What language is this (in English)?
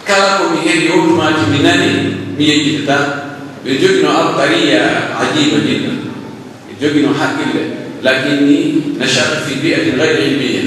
Pular